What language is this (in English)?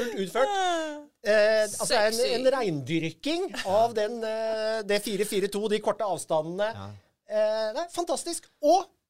Norwegian